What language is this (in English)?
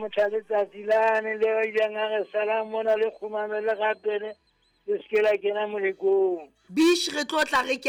Southern Sotho